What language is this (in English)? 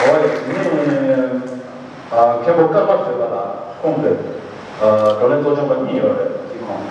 Tibetan